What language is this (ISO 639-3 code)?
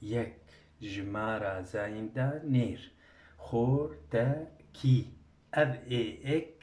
kur